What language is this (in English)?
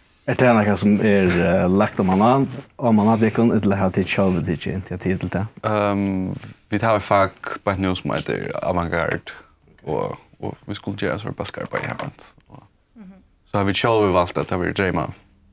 Faroese